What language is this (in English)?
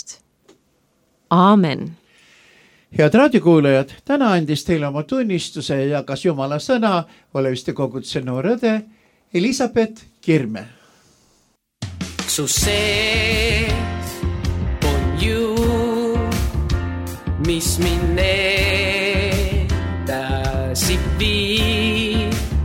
Estonian